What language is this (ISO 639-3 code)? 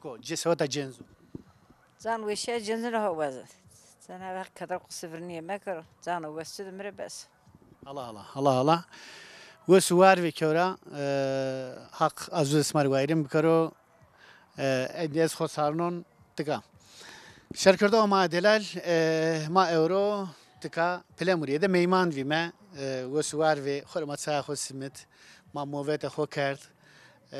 zza